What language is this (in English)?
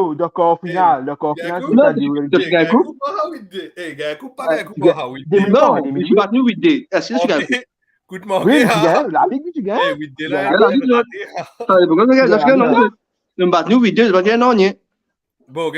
Morisyen